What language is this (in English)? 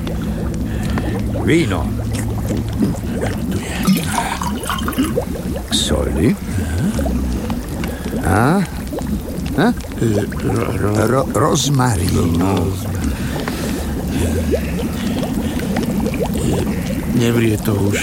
Slovak